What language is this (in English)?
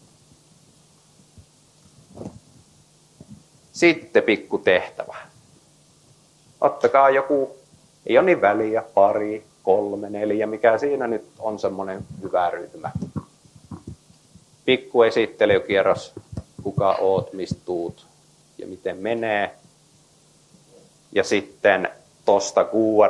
Finnish